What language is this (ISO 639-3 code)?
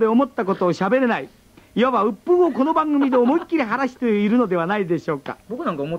jpn